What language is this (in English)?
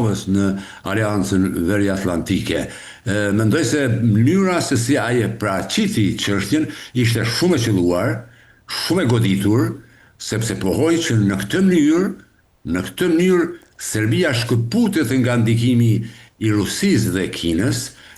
Albanian